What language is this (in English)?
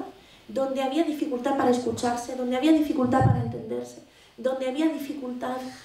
Spanish